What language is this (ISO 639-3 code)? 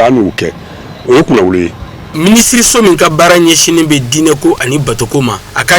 bam